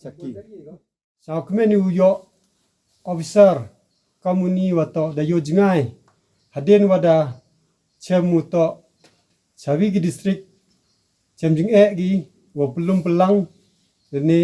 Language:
Khasi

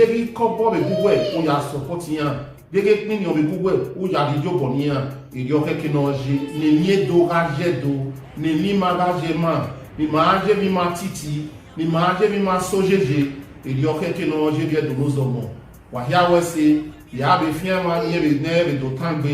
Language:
Bini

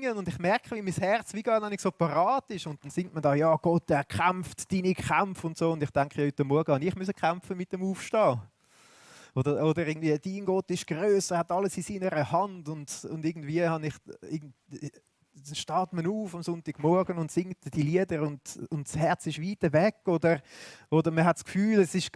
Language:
Swiss German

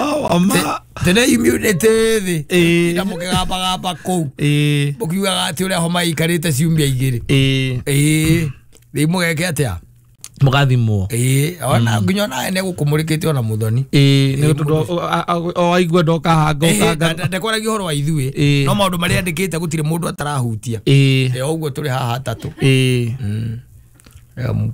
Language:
Kikuyu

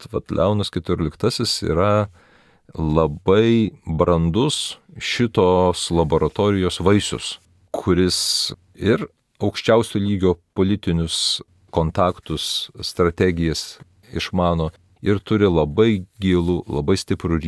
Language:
Lithuanian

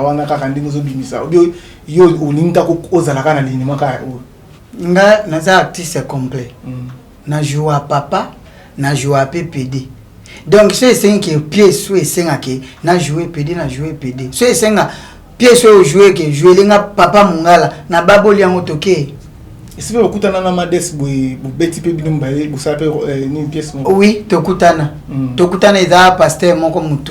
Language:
Lingala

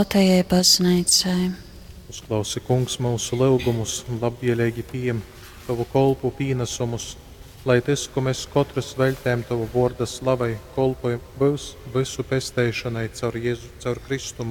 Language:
Latgalian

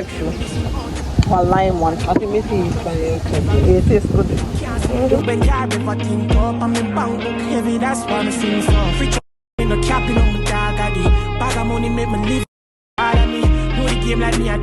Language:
Jamaican Creole English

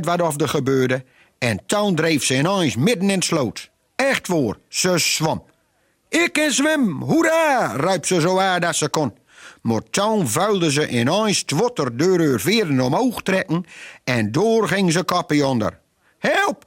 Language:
Gronings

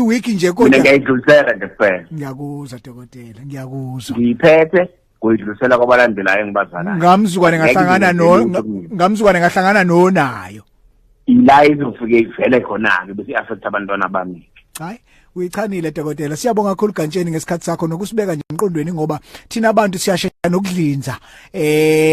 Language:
Zulu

